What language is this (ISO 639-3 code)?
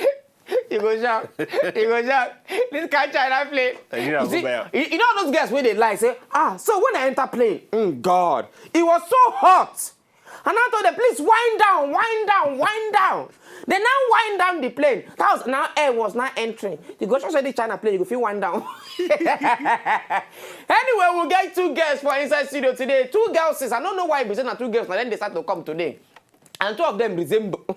pcm